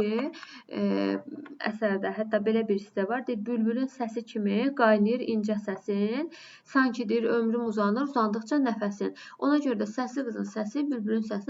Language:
Azerbaijani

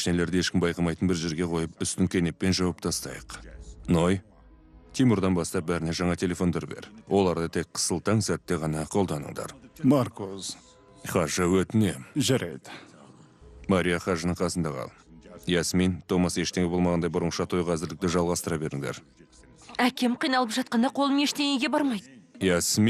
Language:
Kazakh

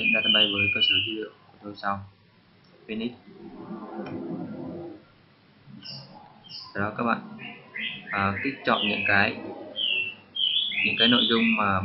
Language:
Vietnamese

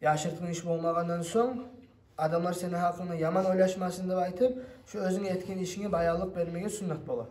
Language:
Kumyk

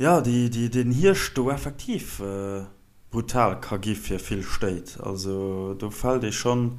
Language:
Luxembourgish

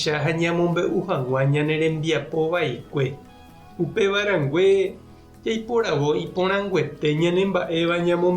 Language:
Guarani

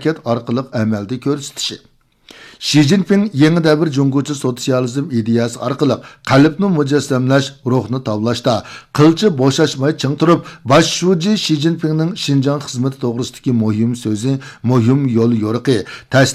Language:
Uyghur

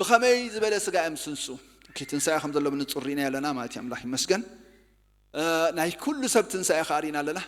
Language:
Tigrinya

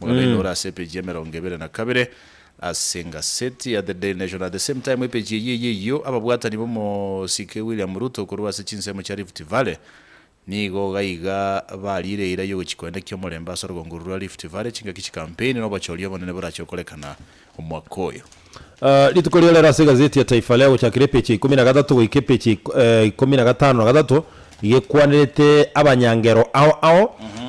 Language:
Gusii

